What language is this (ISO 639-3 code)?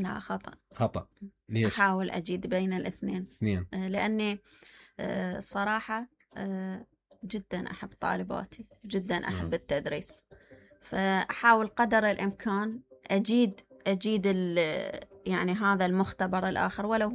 acm